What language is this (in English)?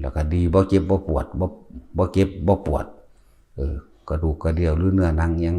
Northeastern Thai